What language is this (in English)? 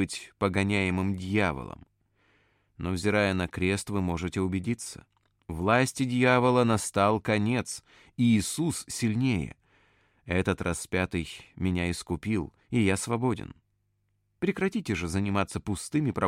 Russian